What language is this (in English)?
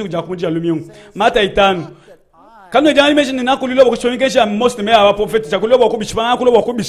Luba-Lulua